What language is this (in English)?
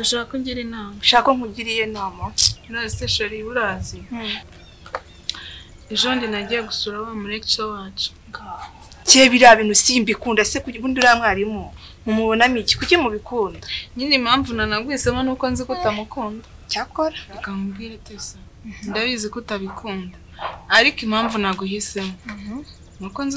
Kinyarwanda